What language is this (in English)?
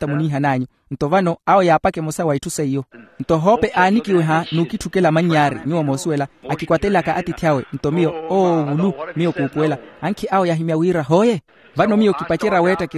Makhuwa